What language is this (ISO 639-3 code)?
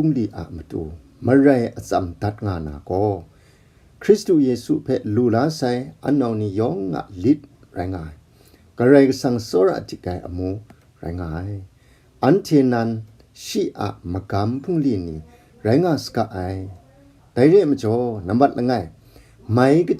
kac